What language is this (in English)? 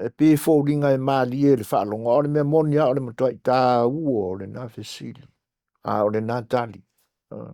Samoan